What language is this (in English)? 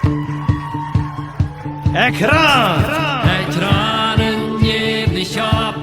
Plautdietsch